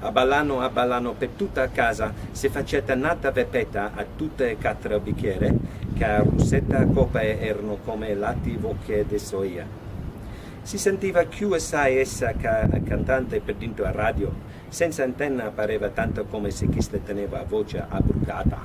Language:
Neapolitan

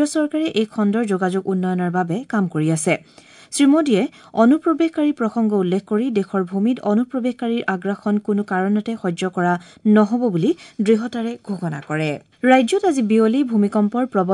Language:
Assamese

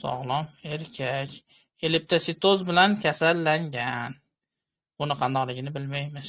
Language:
Uzbek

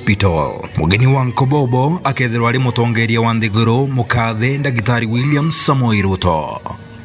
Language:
Meru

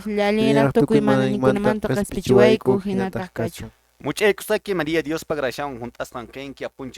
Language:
Quechua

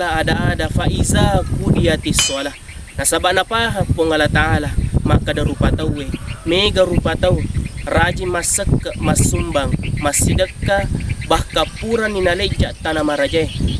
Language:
Buginese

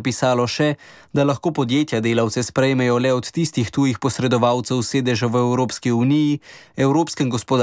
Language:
Slovenian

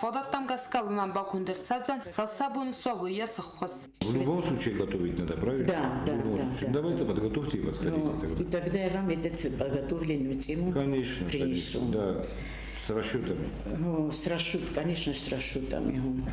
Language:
Ossetic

